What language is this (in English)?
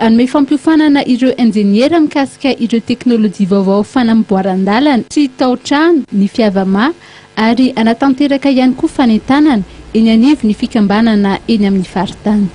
Malagasy